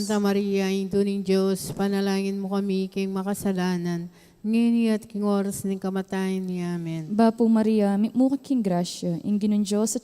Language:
Pampanga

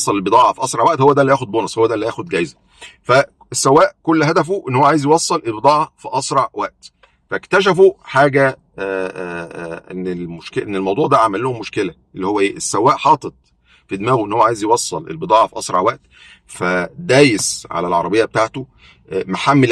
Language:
Egyptian Arabic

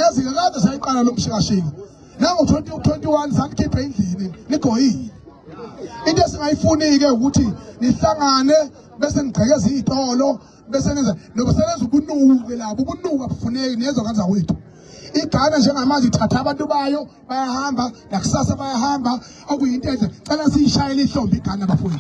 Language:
Zulu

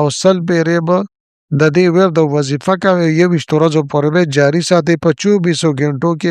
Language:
Pashto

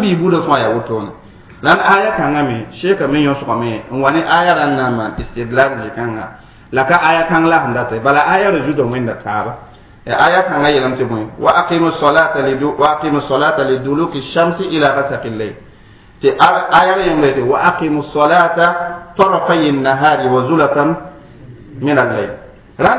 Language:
Mossi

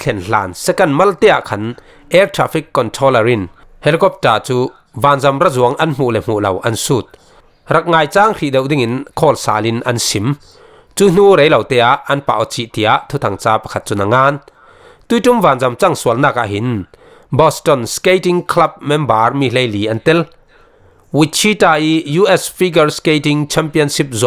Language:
Falam Chin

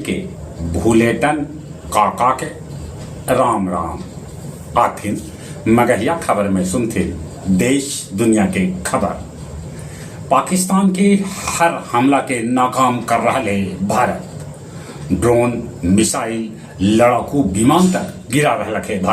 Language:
Magahi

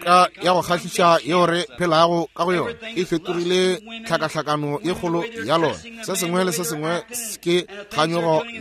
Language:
Northern Sotho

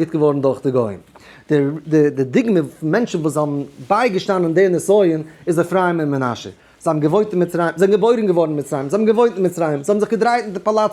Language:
Yiddish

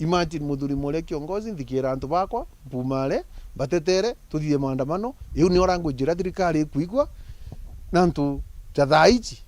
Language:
Meru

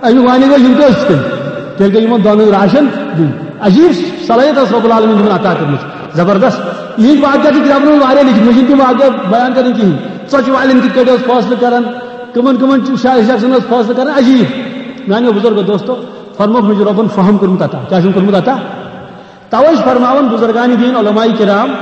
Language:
Kashmiri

